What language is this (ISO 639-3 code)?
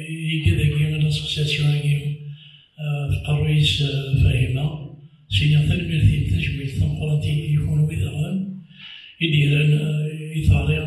kab